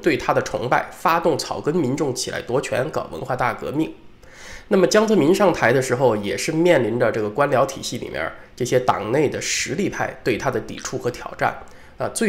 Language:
Chinese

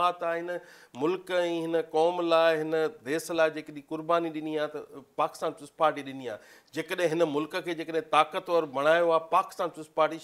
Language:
Sindhi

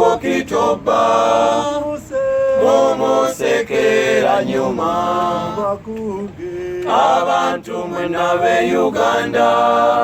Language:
Ganda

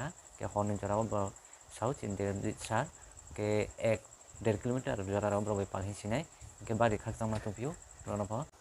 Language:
Kok Borok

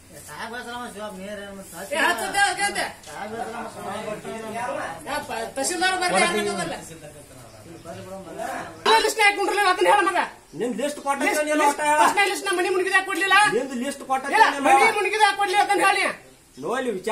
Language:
Kannada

